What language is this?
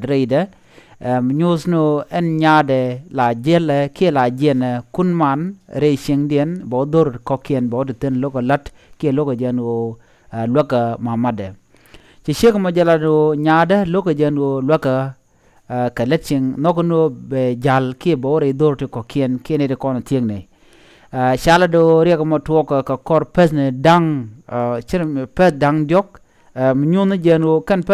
Nuer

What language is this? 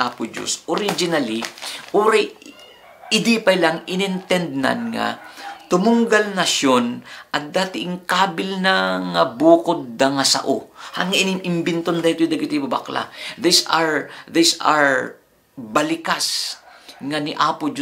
Iloko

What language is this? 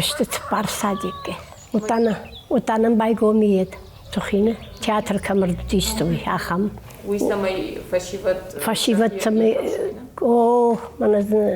Ossetic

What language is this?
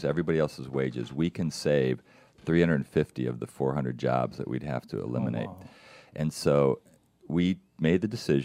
English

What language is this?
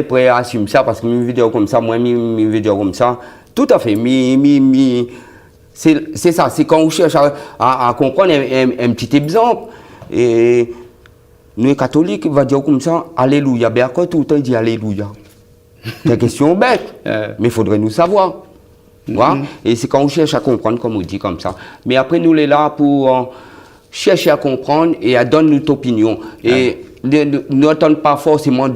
Réunion Creole French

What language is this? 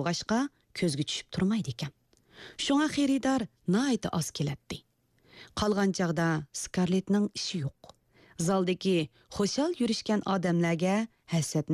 Uyghur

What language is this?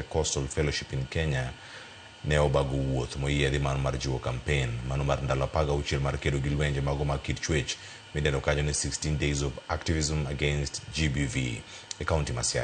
Luo (Kenya and Tanzania)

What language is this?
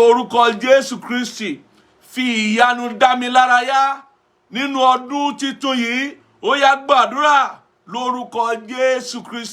Yoruba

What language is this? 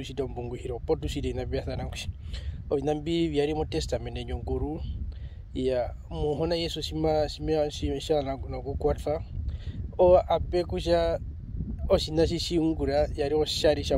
Herero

